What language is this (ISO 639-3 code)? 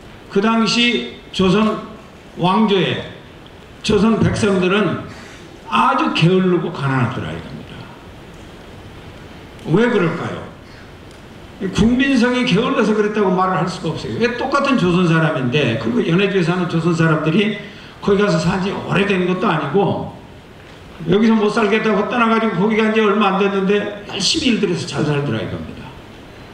kor